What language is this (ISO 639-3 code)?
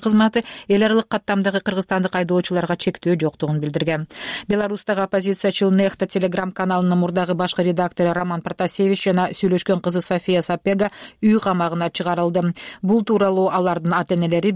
kir